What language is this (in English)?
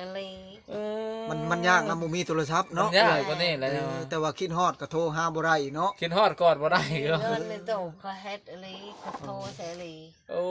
Northeastern Thai